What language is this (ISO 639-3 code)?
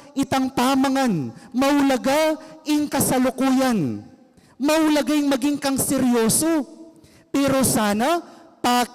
pam